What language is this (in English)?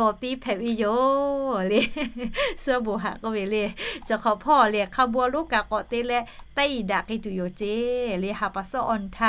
Lahu